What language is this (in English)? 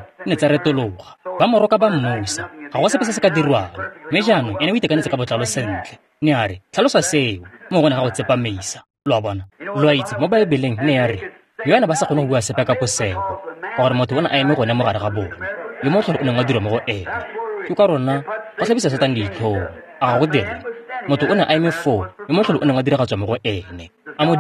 Tswana